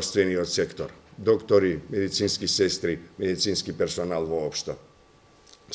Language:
Macedonian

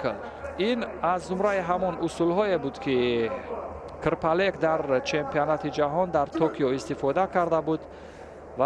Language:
Tajik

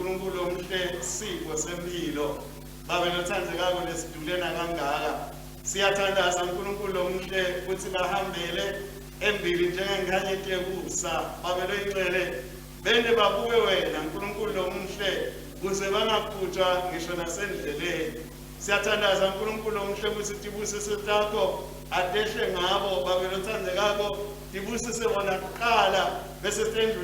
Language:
Swati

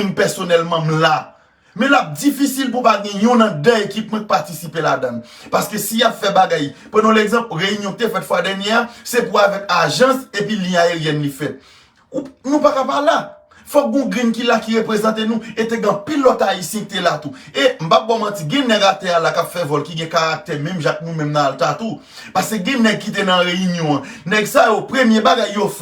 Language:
Haitian Creole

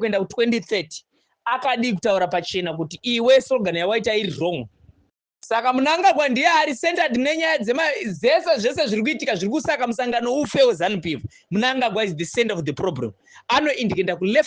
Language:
Shona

